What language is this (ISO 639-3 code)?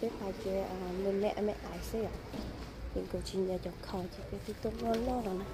hmn